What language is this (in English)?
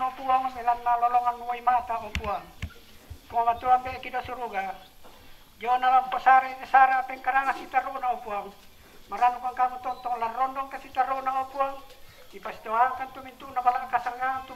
Toraja-Sa'dan